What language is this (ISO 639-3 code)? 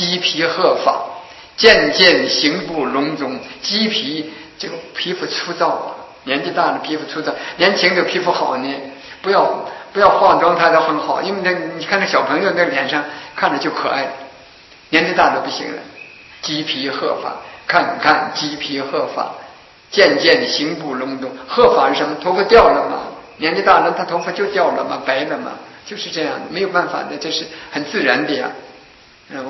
zho